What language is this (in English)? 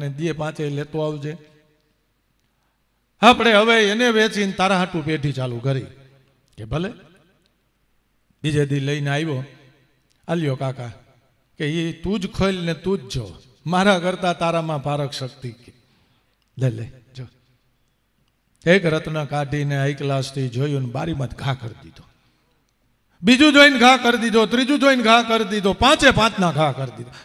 Gujarati